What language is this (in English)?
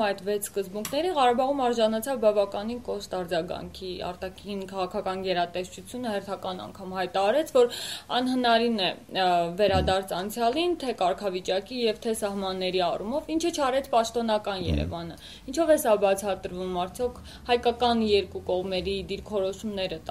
Armenian